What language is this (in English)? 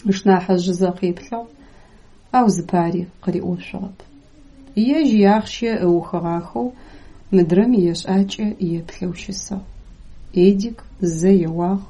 Adyghe